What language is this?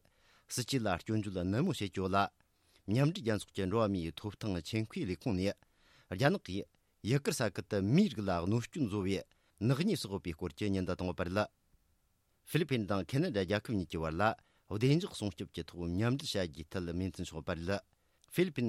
Tibetan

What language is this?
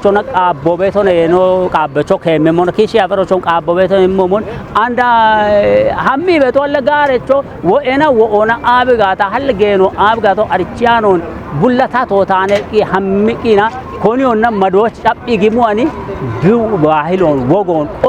Kafa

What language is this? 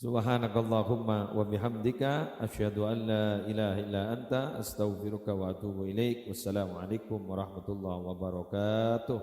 Madurese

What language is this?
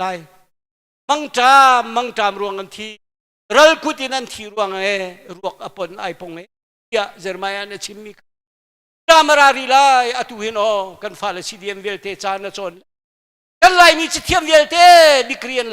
Hakha Chin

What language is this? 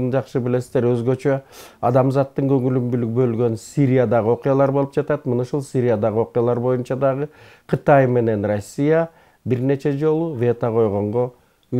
Kyrgyz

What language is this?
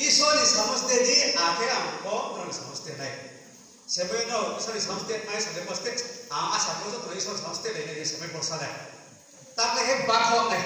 Riang (India)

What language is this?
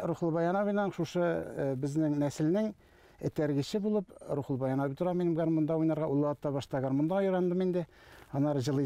Tatar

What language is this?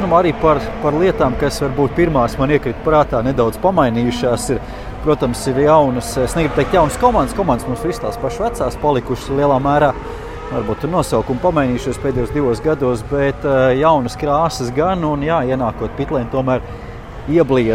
Latvian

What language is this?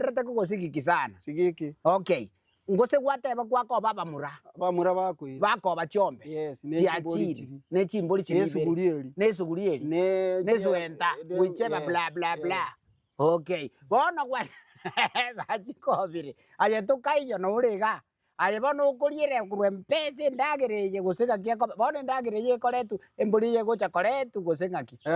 Gusii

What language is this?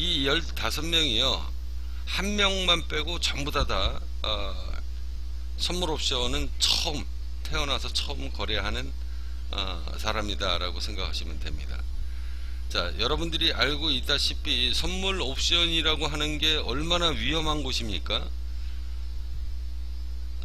Korean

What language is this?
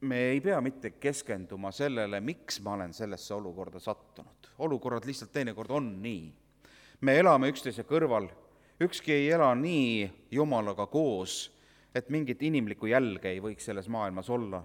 Estonian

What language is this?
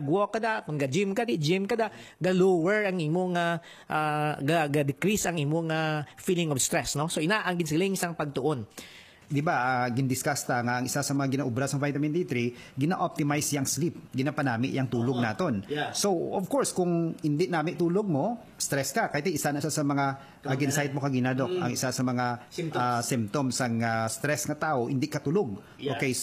Hiligaynon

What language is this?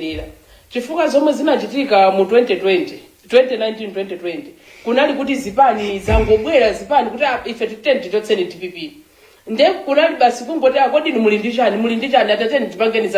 Nyanja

